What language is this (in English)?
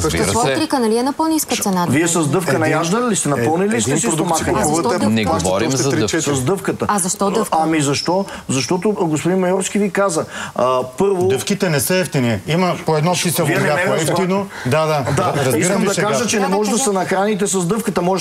Bulgarian